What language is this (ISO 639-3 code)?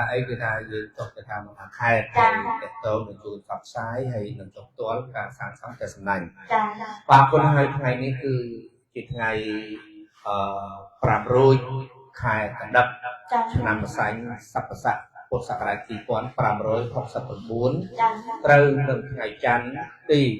khm